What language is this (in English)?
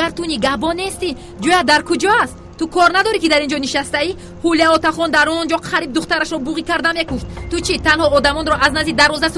Tajik